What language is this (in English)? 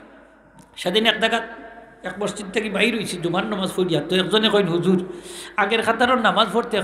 Sylheti